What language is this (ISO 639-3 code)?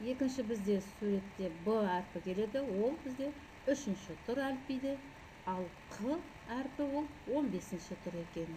kaz